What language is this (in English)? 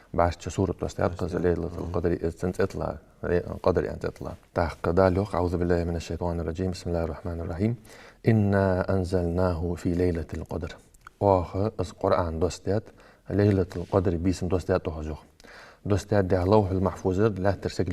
Ingush